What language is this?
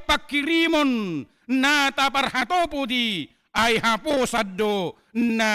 Batak Toba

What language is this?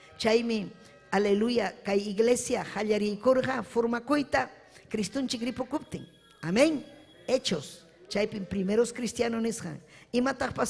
Ayacucho Quechua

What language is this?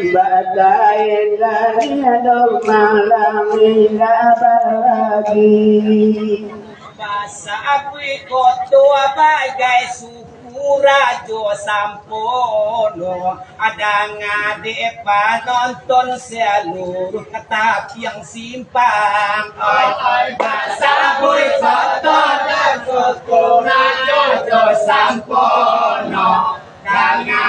Minangkabau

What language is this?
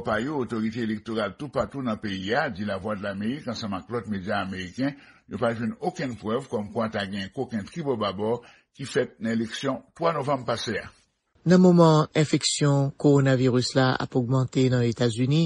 Haitian Creole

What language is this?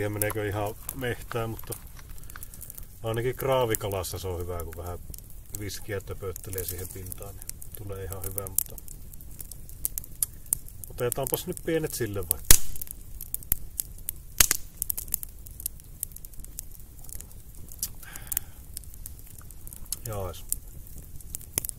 Finnish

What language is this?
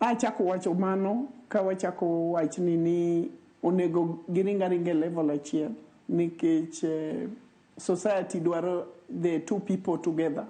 Luo (Kenya and Tanzania)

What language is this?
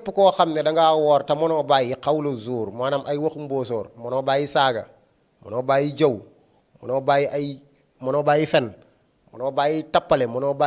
Wolof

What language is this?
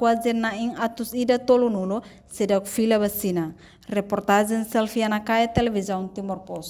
Tetum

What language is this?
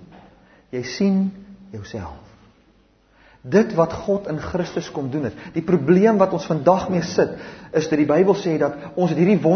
Afrikaans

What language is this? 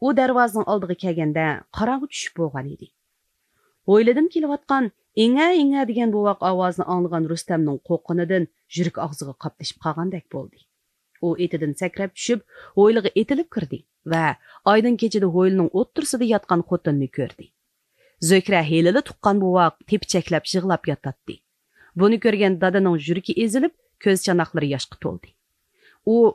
Uyghur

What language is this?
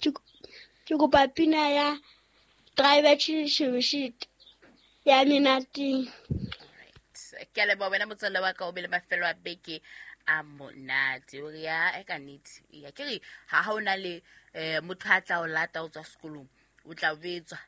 Southern Sotho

